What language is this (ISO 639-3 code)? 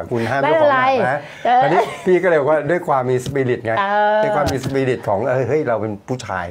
tha